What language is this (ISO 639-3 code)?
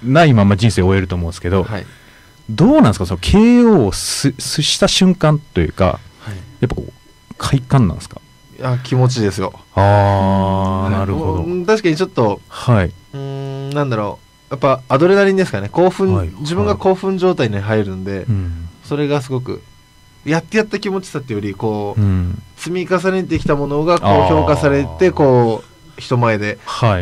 jpn